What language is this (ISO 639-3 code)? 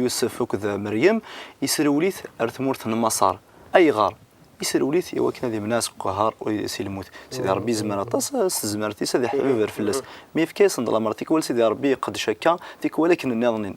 kab